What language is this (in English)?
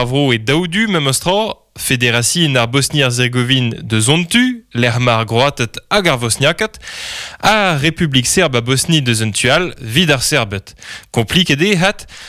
Breton